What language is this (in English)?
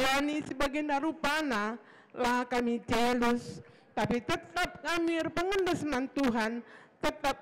Batak Karo